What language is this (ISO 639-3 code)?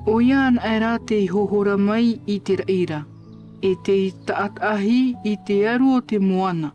tah